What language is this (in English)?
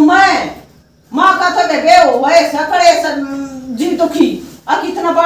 Haryanvi